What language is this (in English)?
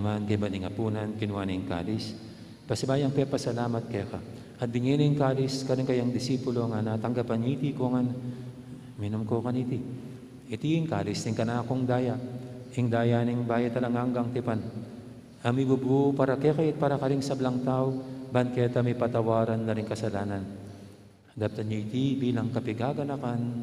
Pampanga